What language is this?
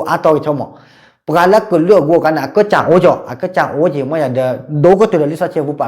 S'gaw Karen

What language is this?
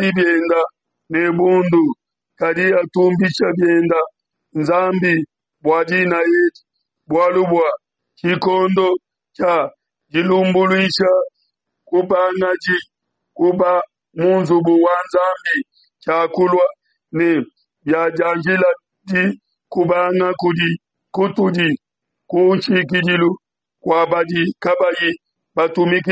Luba-Lulua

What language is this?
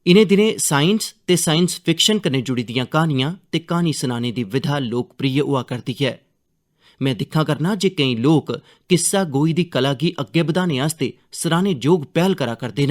Dogri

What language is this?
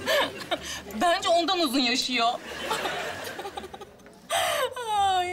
Turkish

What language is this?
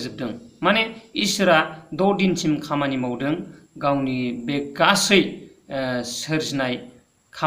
Bodo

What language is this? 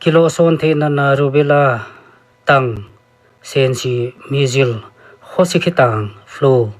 Paite Chin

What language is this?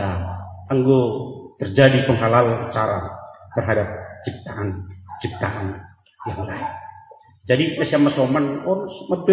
Batak Simalungun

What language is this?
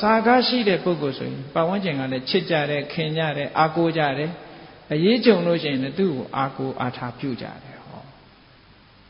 Burmese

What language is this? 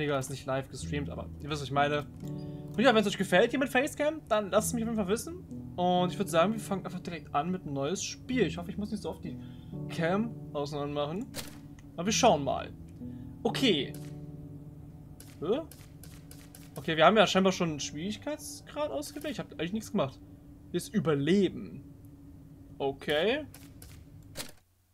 German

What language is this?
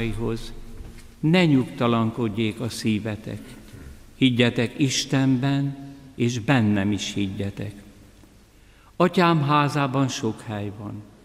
Hungarian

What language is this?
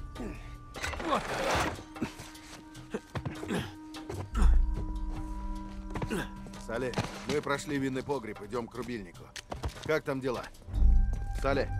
Russian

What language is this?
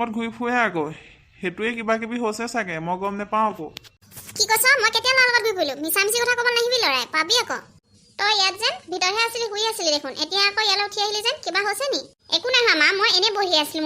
Assamese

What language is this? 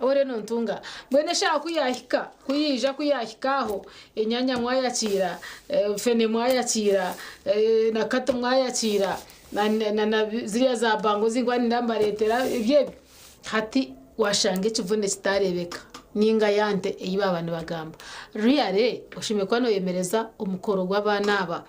Nyankole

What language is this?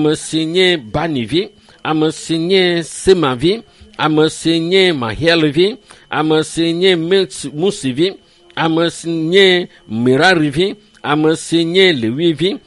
Ewe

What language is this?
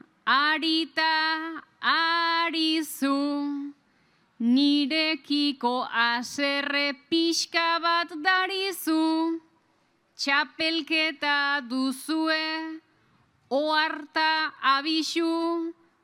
Basque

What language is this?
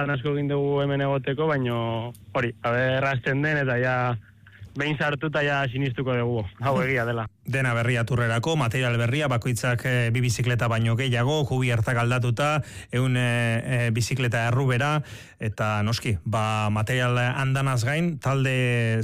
Basque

